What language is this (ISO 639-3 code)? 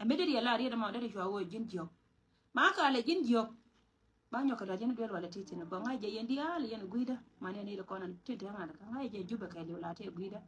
nus